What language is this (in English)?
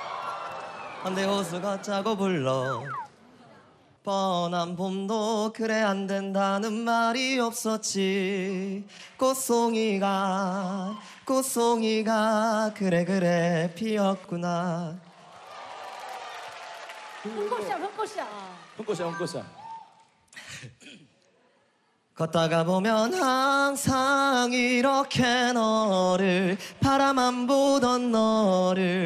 Korean